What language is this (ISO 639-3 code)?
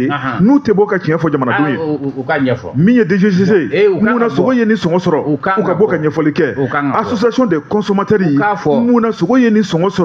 bam